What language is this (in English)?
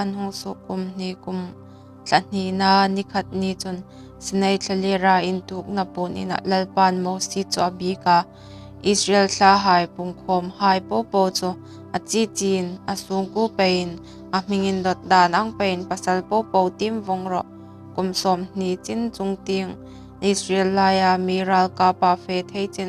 Hmar